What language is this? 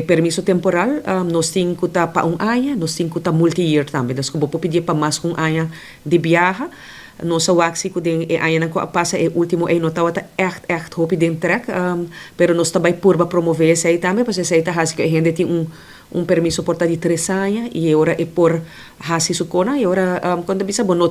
Papiamento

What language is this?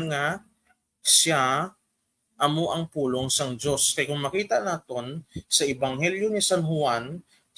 Hiligaynon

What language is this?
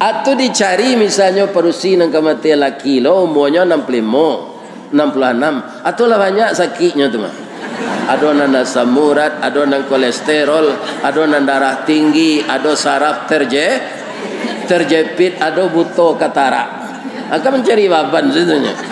Minangkabau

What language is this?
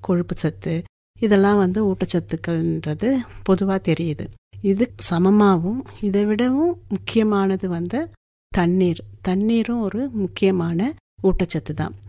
Tamil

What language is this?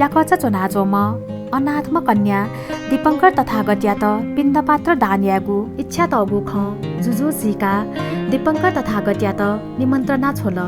Newari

